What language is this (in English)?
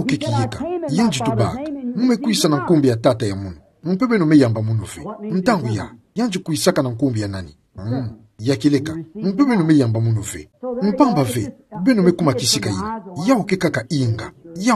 Kituba (Democratic Republic of Congo)